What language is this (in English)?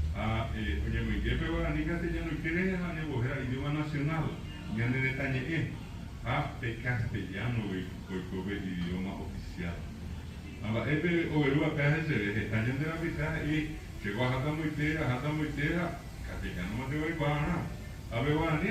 Guarani